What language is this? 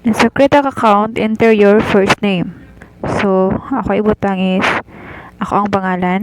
Cebuano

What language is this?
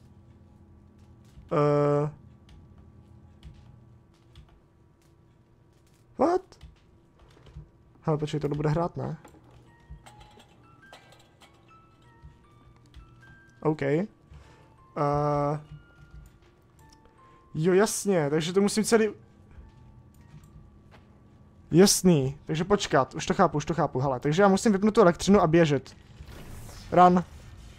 Czech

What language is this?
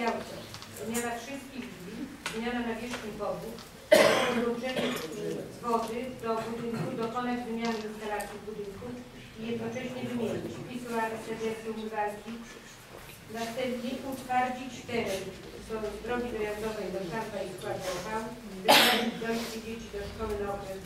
Polish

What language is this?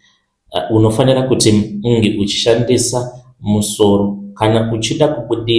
Shona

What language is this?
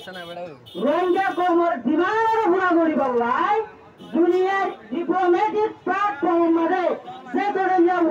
Rohingya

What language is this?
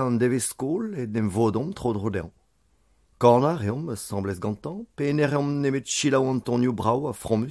Breton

